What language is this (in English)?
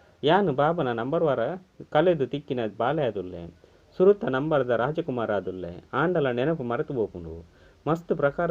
Tulu